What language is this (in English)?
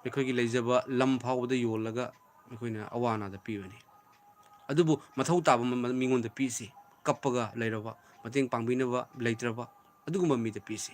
Manipuri